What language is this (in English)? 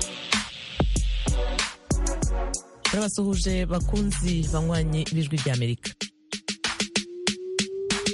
Kinyarwanda